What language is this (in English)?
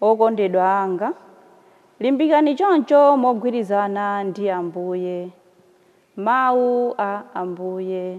Nyanja